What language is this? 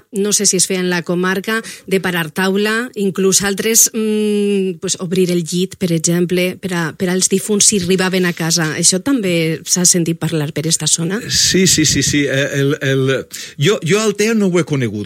Catalan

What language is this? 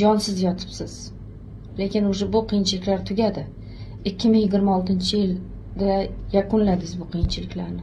Uzbek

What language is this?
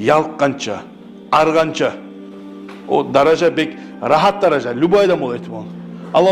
Kumyk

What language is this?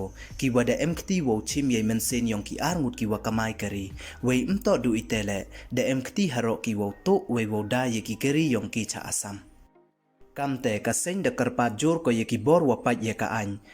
Pnar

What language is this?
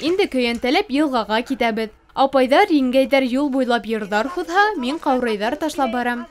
Bashkir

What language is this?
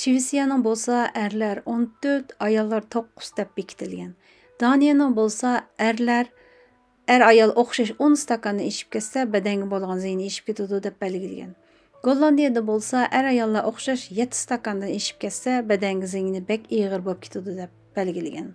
Uyghur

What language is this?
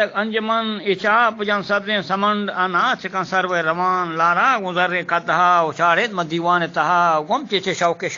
Eastern Balochi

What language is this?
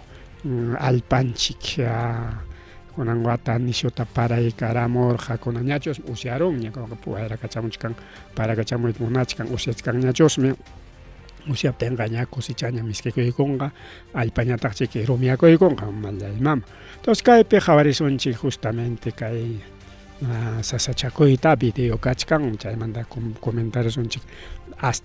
Ayacucho Quechua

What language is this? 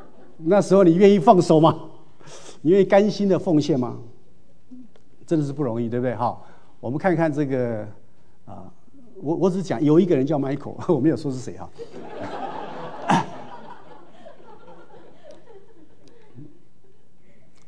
Chinese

